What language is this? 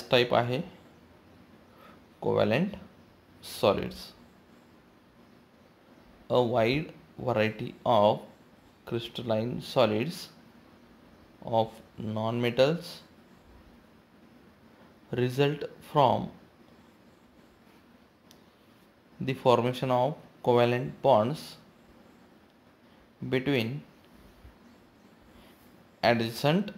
Marathi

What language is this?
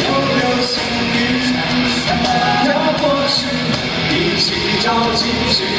Chinese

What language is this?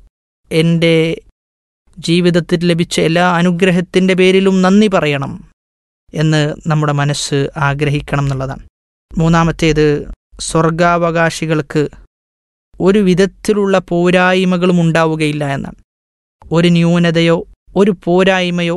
Malayalam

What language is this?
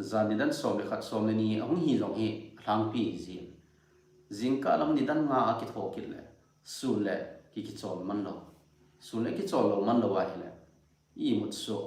Thado Chin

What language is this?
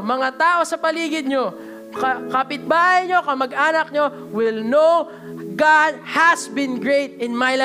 Filipino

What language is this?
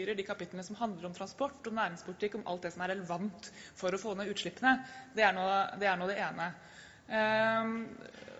Norwegian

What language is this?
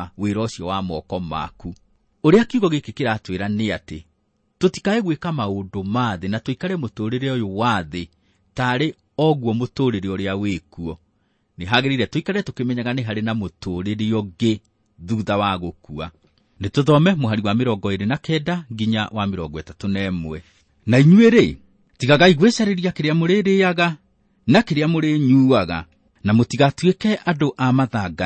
Kikuyu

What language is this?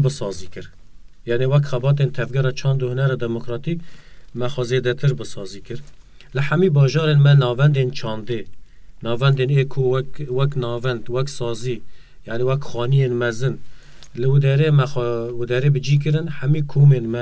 Kurdish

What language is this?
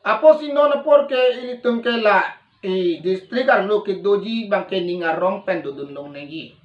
Karbi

